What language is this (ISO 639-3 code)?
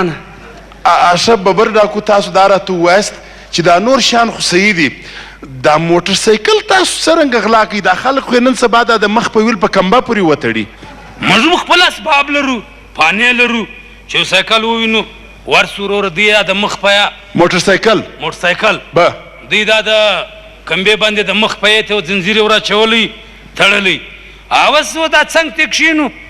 pus